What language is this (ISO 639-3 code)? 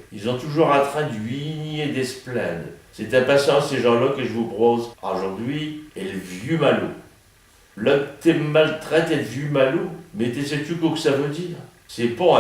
pcd